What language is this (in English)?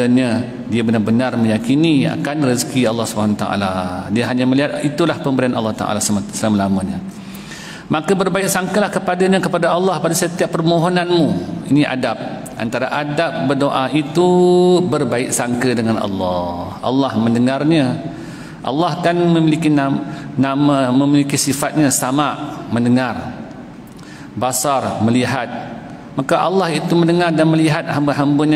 Malay